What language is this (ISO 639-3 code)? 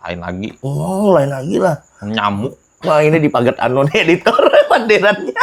bjn